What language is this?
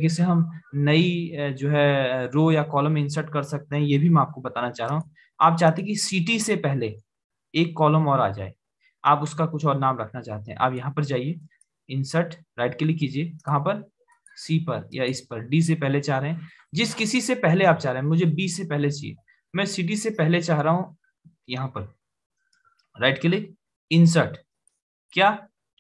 Hindi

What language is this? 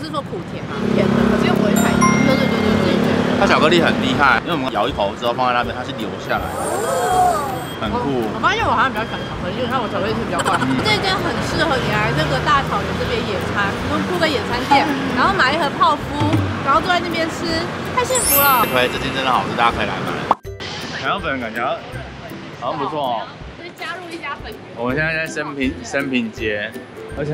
Chinese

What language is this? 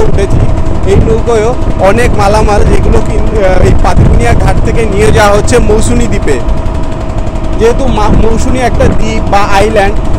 Bangla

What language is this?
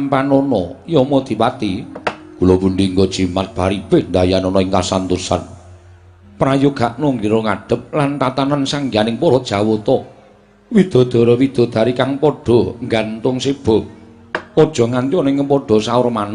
Javanese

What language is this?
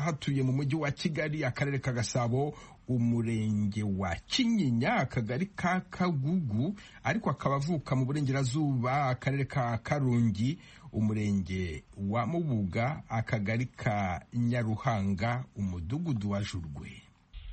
Kinyarwanda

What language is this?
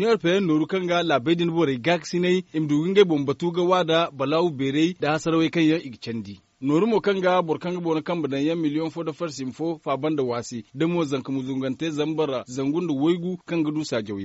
Zarma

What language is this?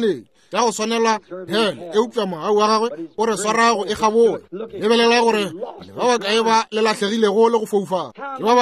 Northern Sotho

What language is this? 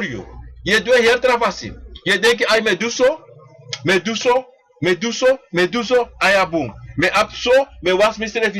Sranan Tongo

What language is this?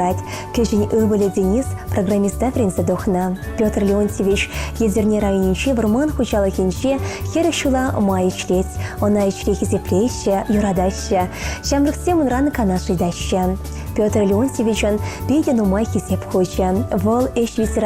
Chuvash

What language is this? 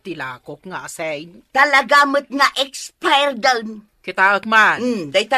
Iloko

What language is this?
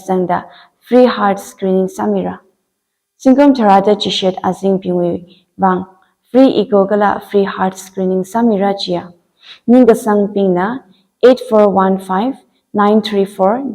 Tangkhul Naga (India)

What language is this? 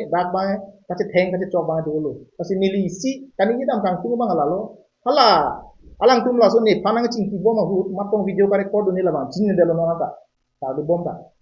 Karbi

